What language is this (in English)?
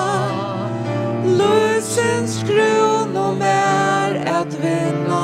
Faroese